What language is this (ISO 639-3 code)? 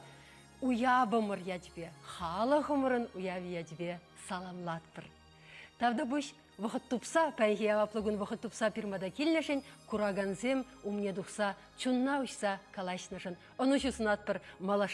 chv